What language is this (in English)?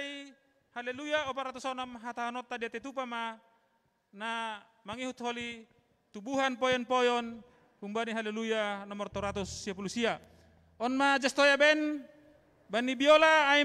Batak Simalungun